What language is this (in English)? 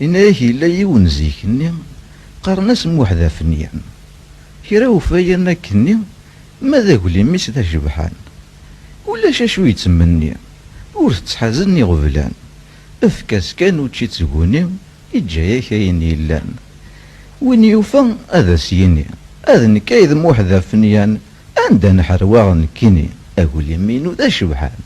Kabyle